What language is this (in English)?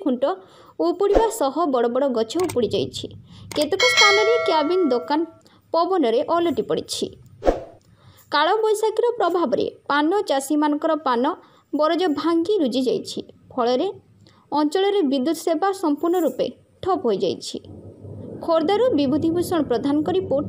Odia